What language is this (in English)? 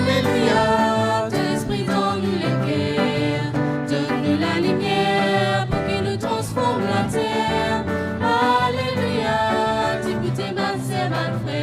Morisyen